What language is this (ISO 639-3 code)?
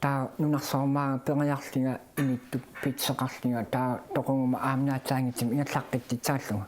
kal